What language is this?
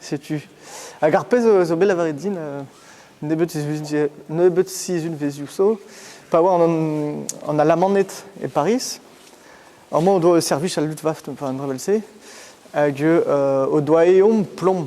Breton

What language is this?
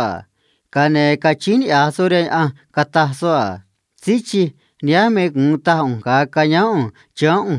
Copala Triqui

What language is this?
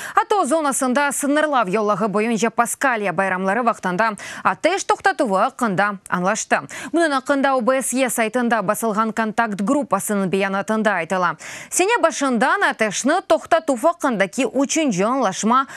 Crimean Tatar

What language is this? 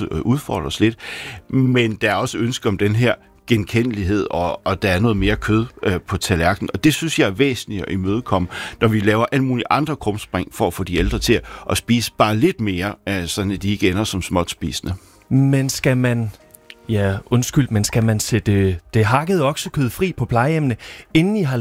Danish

